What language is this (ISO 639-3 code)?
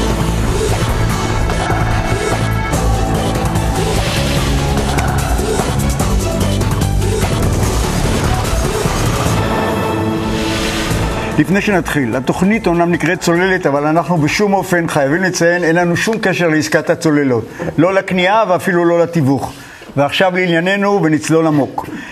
heb